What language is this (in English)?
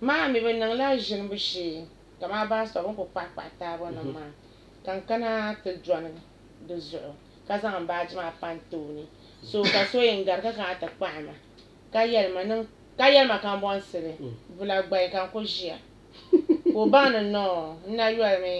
Dagbani